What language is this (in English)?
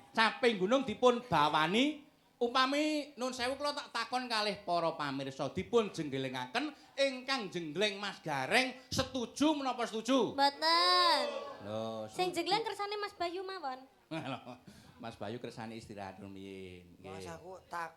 Javanese